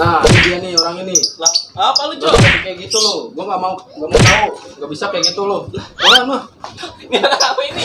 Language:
Betawi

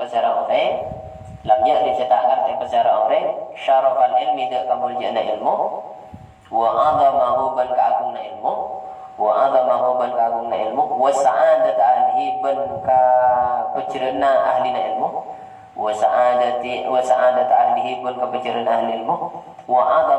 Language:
Madurese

